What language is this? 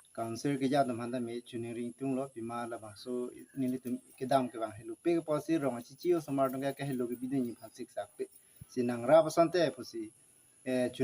Karbi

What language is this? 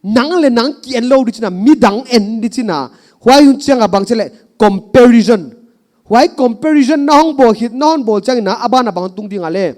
Paite Chin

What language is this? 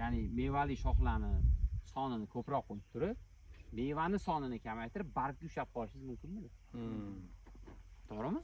Uzbek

